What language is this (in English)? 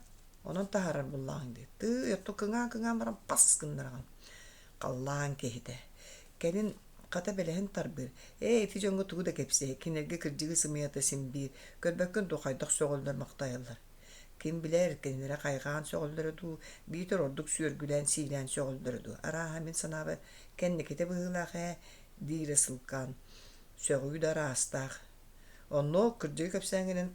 Yakut